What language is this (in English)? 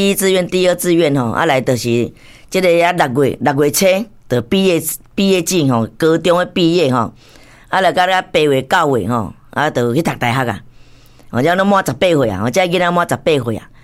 Min Nan Chinese